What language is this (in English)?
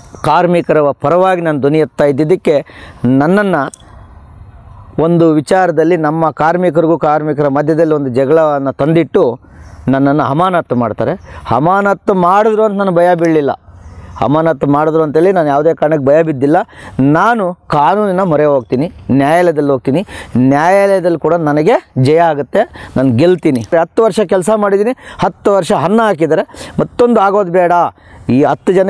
Kannada